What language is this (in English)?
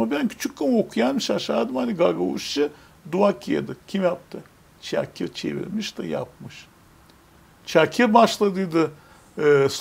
Gagauz